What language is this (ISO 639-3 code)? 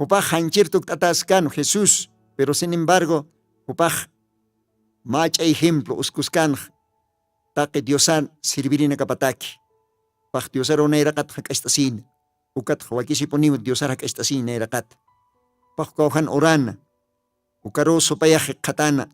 aym